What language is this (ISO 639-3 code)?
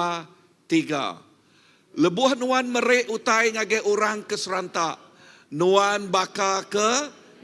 iba